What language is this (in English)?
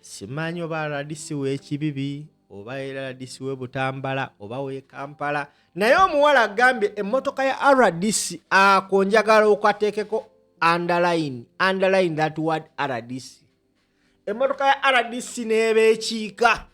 Ganda